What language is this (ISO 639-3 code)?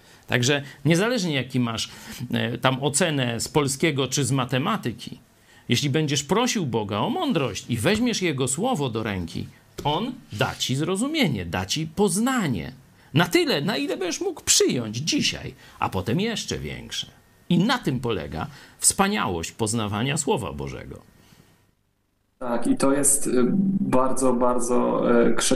pol